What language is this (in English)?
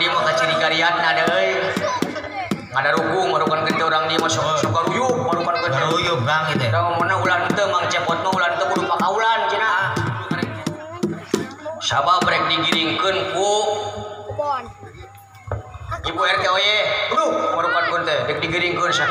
Sundanese